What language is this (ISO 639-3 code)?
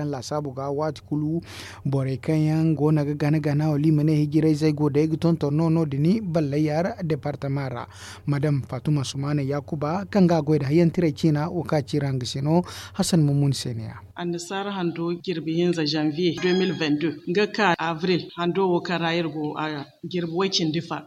dje